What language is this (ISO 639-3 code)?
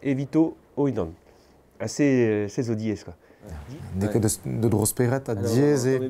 bre